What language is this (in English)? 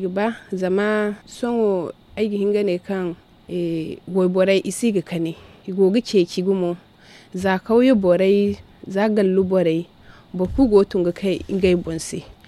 Zarma